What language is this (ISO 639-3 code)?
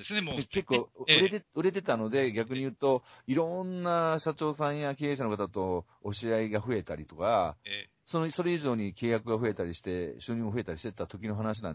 jpn